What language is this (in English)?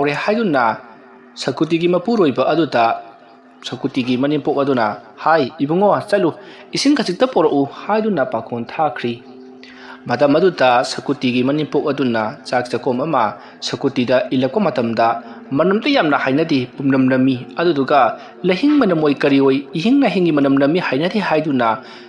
Manipuri